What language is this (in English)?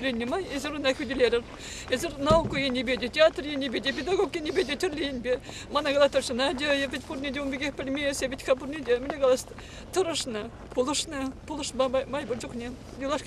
Chuvash